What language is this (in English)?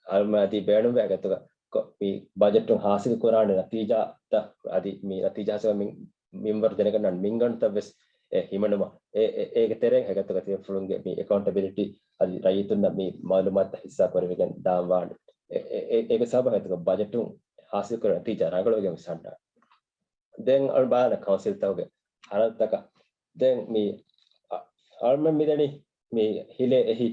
Divehi